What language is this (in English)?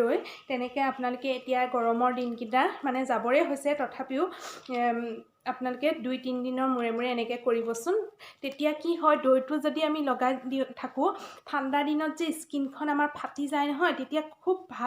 Assamese